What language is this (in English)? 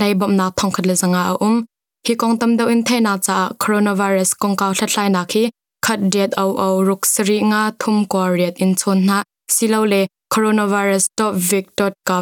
Hakha Chin